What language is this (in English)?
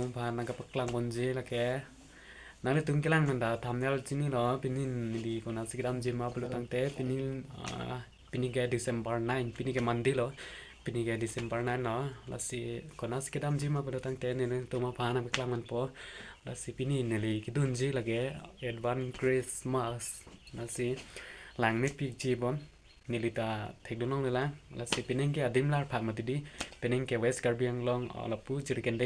Karbi